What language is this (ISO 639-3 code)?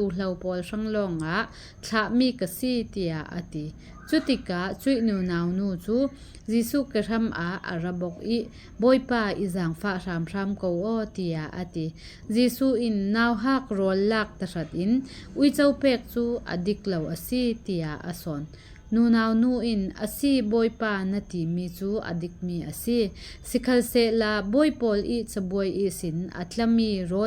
cfm